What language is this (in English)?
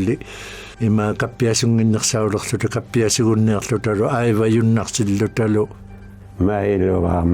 Inuktitut